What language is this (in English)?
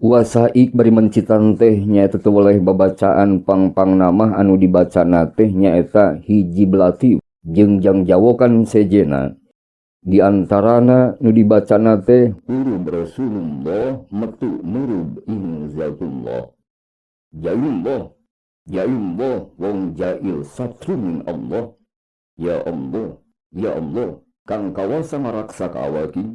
Sundanese